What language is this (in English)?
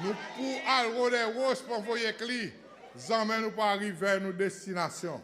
Seselwa Creole French